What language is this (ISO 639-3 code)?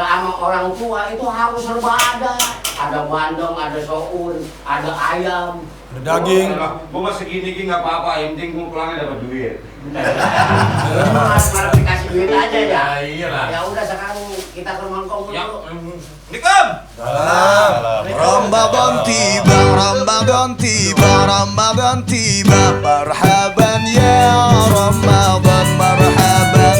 bew